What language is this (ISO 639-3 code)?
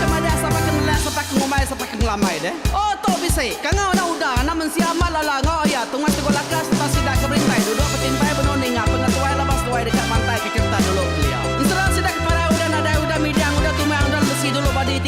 iba